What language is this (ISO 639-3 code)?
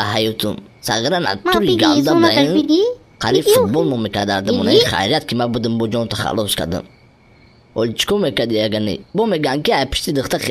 tgk